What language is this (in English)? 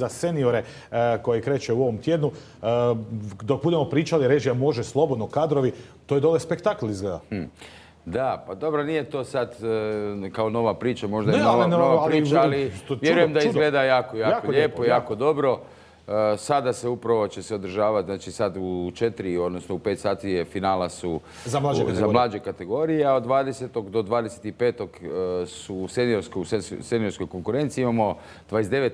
Croatian